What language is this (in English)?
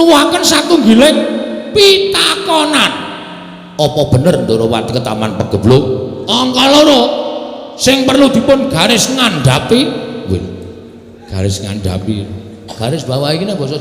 Javanese